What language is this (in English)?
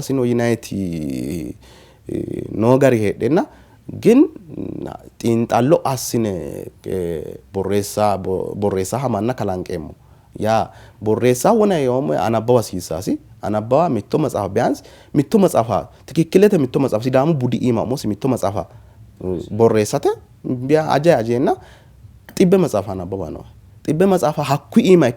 Sidamo